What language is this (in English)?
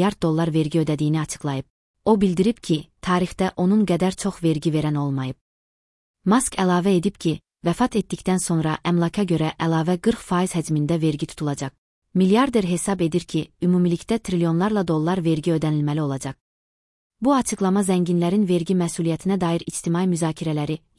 Azerbaijani